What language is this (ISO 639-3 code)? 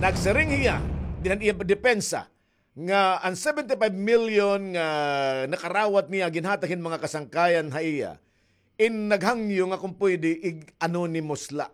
war